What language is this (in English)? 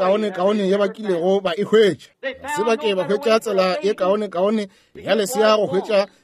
Northern Sotho